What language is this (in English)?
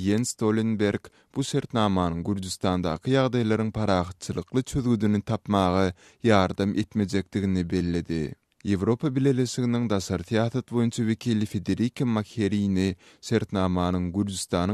Turkmen